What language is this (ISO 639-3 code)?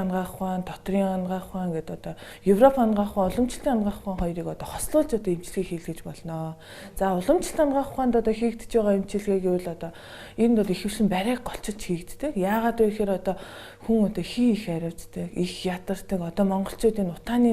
mon